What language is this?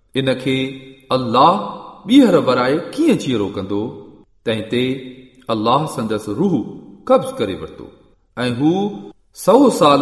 Sindhi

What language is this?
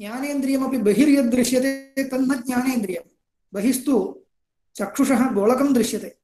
Sanskrit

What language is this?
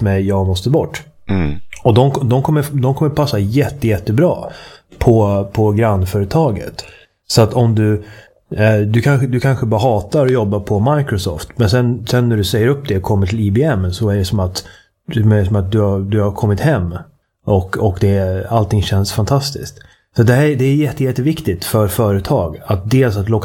Swedish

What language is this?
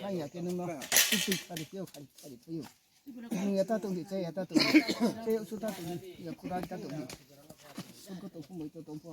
Riang (India)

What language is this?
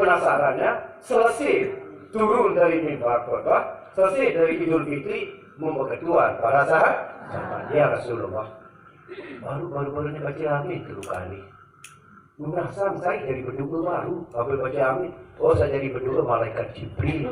Sasak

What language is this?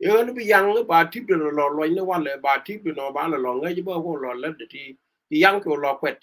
Nuer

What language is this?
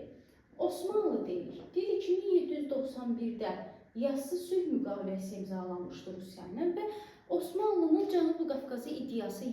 Azerbaijani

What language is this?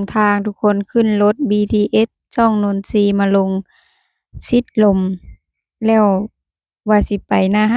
Lao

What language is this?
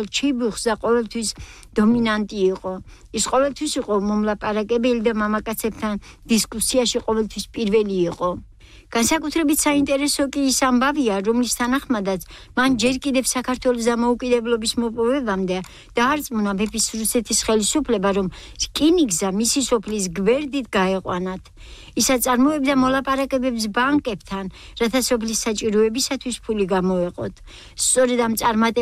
Georgian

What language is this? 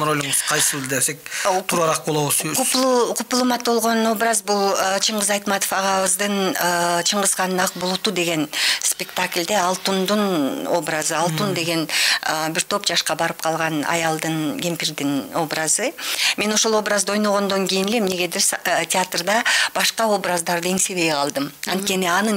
Kyrgyz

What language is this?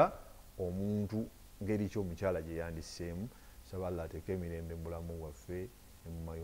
Ganda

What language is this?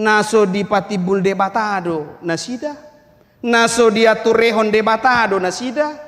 Batak Toba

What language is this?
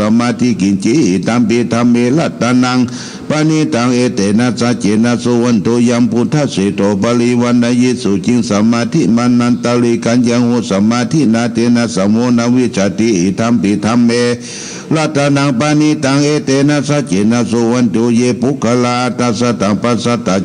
Pali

